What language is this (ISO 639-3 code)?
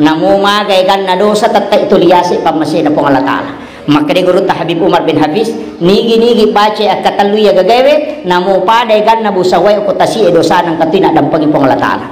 bug